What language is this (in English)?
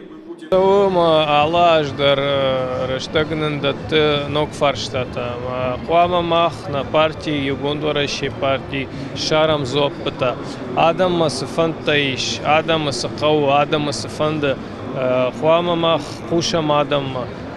Ossetic